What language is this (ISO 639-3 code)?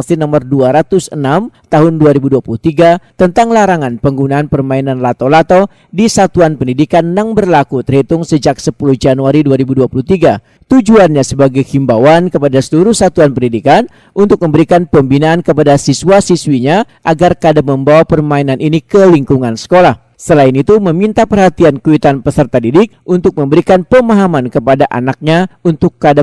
bjn